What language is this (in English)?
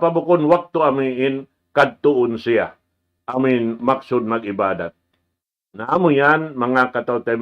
Tausug